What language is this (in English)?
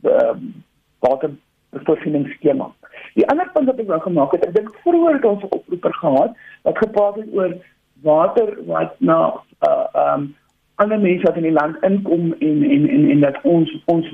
Afrikaans